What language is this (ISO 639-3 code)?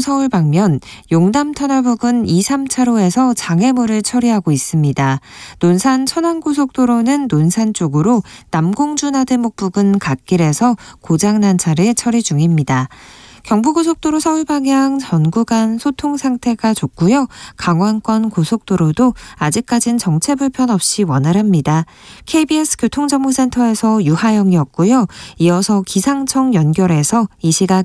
kor